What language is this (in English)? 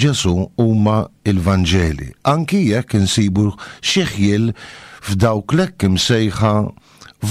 Maltese